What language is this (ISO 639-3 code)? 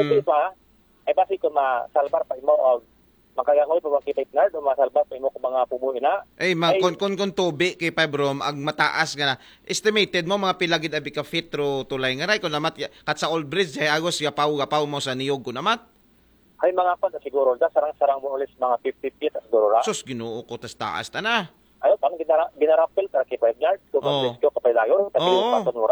akl